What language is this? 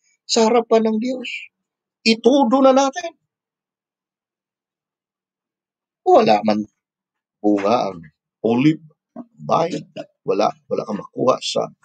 Filipino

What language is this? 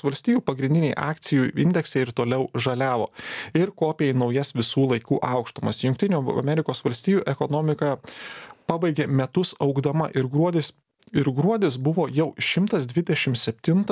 Lithuanian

